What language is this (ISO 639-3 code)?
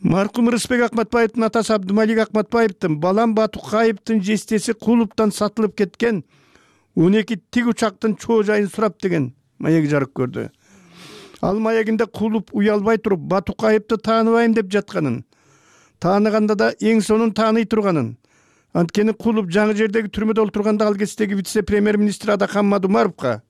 kir